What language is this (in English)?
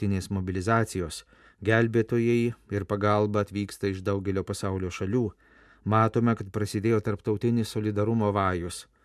Lithuanian